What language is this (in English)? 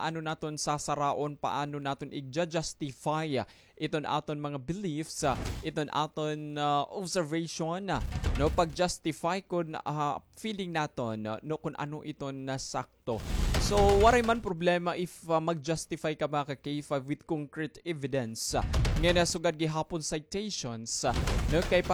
Waray